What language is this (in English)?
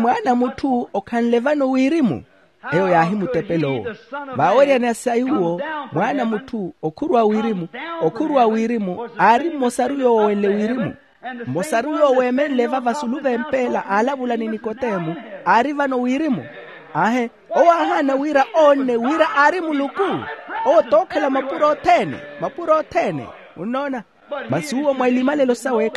Makhuwa